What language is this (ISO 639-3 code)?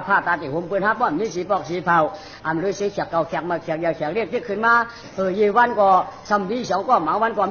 shn